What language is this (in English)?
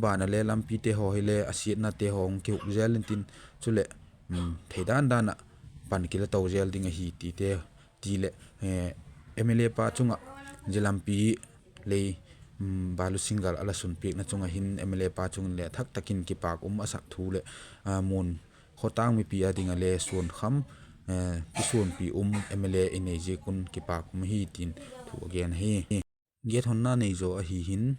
Vaiphei